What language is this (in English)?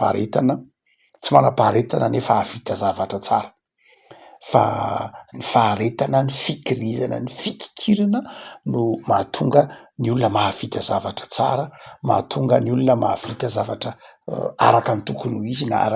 Malagasy